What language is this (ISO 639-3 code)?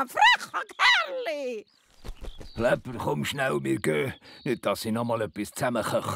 gsw